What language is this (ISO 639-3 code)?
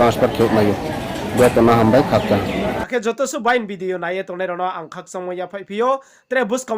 ria